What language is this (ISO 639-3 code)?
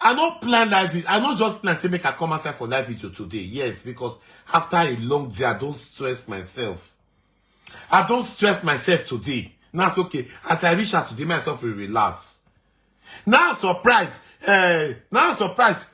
pcm